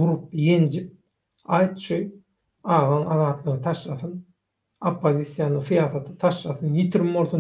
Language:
Turkmen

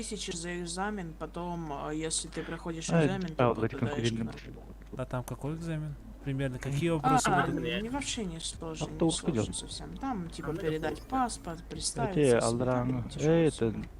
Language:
Yakut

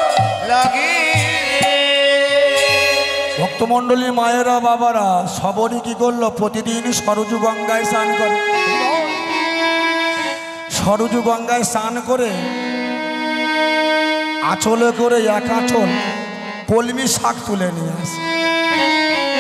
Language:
Bangla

